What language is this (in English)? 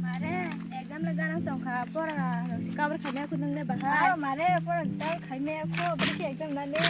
Kok Borok